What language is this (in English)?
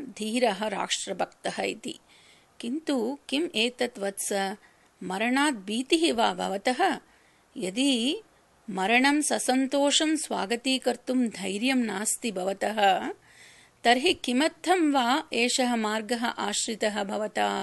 Sanskrit